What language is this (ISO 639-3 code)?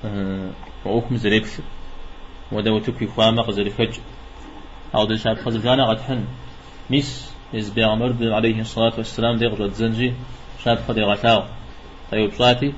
kbd